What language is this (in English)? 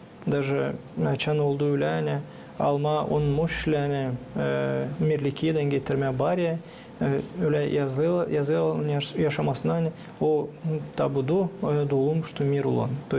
Gagauz